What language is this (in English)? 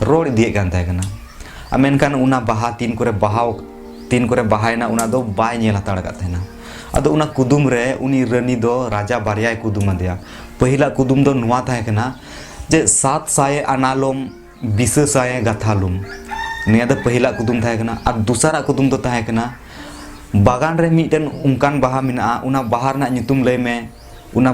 Santali